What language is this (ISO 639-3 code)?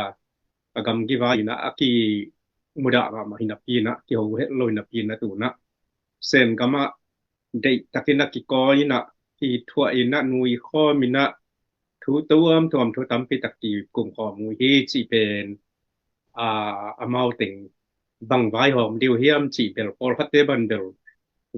ctd